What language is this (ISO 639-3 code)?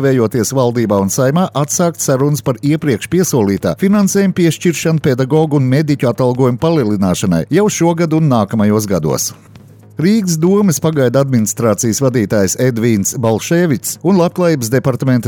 lav